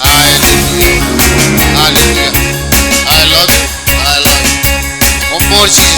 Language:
Marshallese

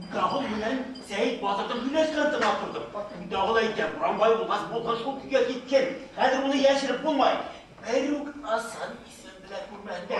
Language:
Bashkir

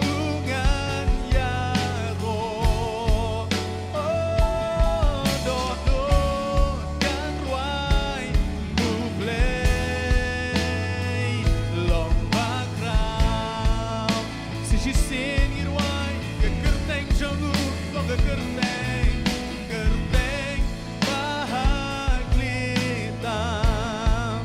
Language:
Khasi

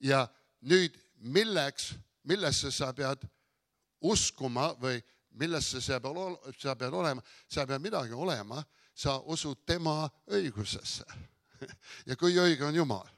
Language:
Estonian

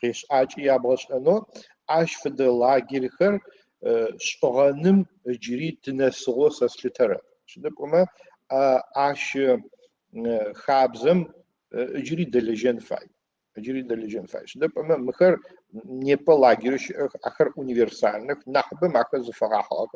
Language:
Adyghe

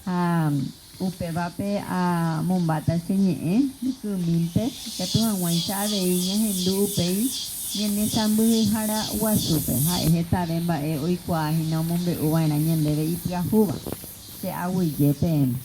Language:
Guarani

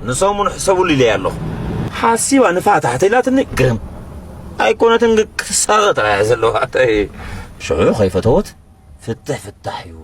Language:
Tigrinya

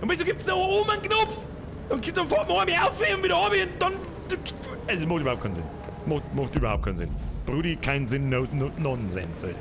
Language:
Bavarian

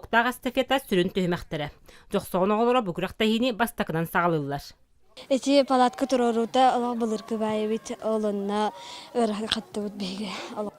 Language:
Yakut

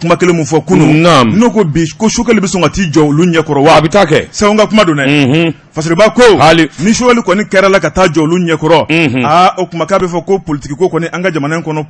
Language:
Bambara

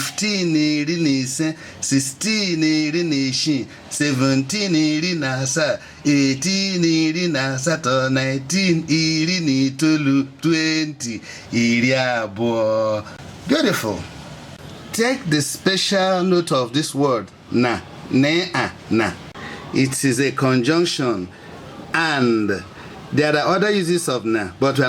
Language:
Igbo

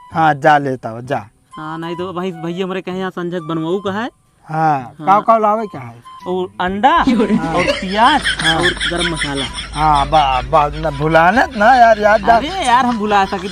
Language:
Awadhi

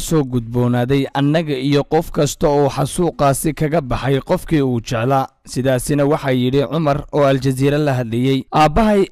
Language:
Somali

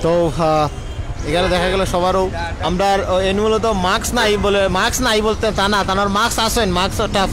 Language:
Sylheti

